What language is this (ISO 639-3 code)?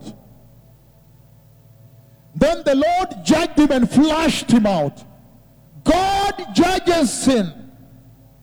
eng